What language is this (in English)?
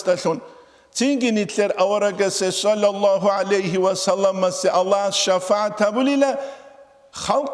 Avaric